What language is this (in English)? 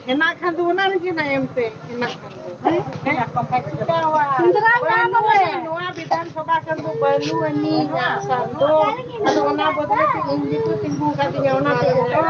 Santali